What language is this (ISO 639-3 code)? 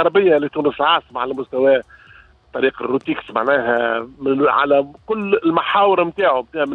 aeb